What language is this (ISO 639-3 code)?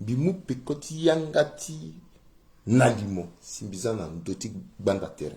sag